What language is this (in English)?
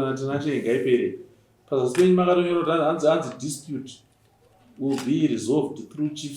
Shona